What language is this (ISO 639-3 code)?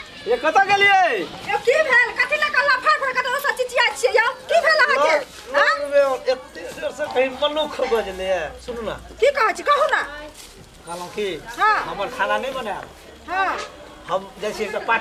mai